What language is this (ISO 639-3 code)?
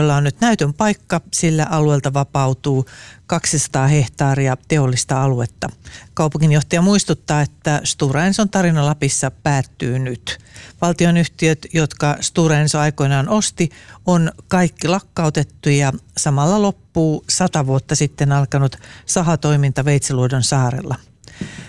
fin